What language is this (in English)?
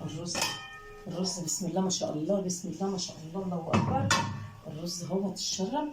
Egyptian Arabic